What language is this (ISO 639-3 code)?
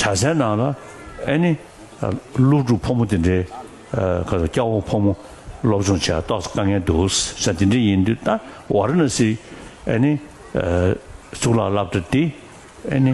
bod